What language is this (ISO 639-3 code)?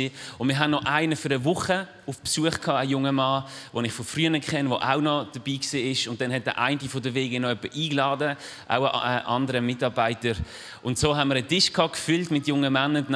gsw